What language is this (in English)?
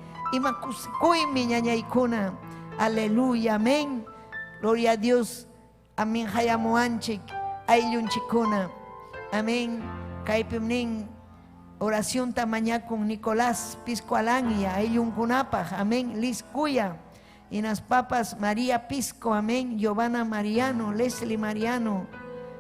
Ayacucho Quechua